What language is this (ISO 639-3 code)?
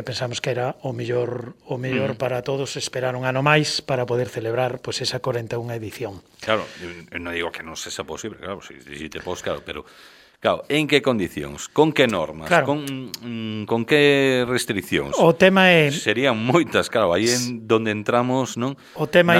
glg